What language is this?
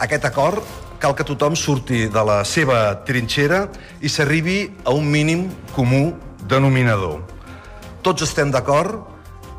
Catalan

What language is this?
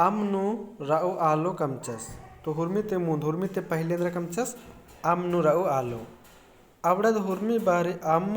Kurukh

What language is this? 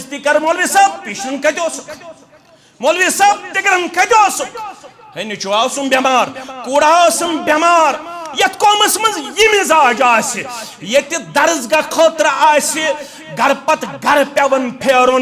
Kashmiri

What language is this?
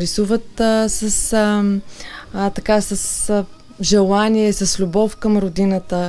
Bulgarian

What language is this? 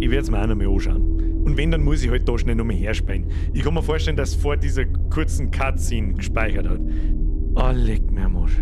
Bavarian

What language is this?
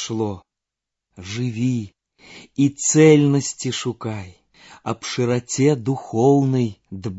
Belarusian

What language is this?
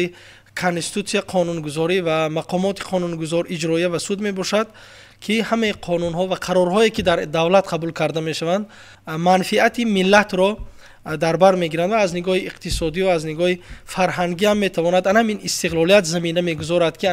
Tajik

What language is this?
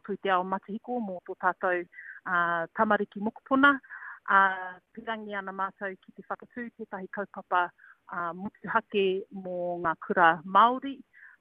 Māori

